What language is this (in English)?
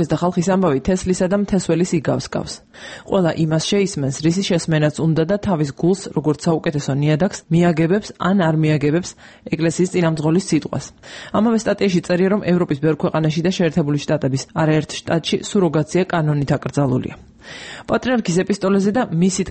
Georgian